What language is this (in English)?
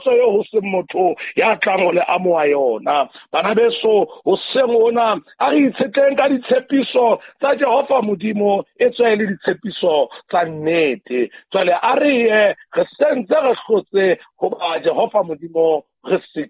Southern Sotho